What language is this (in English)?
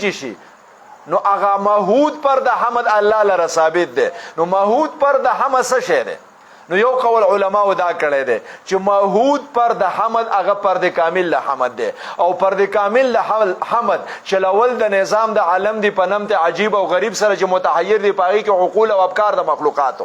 Pashto